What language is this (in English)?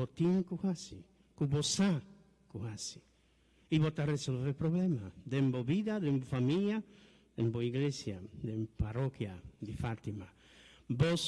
Papiamento